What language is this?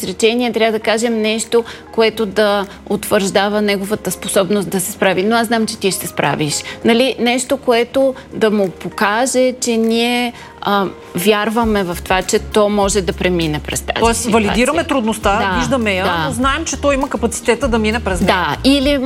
Bulgarian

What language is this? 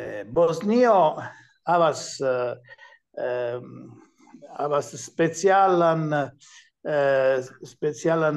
Esperanto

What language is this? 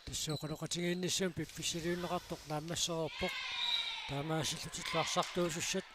Kalaallisut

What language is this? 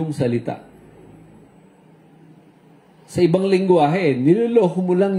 Filipino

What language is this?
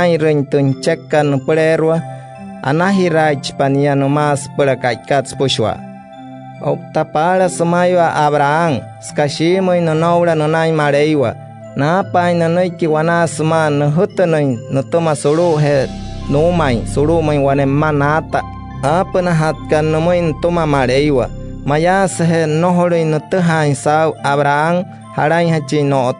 Wayuu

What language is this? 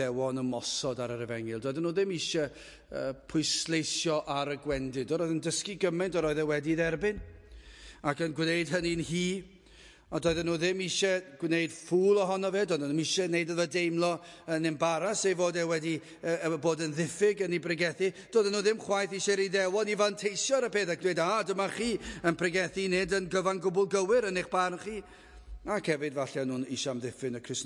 Welsh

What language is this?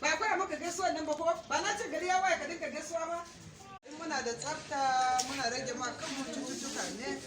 Hausa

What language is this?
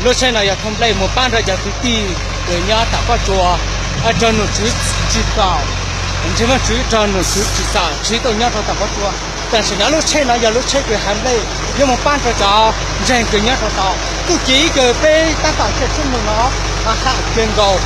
Hmong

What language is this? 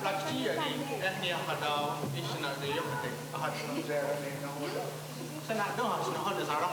Mohawk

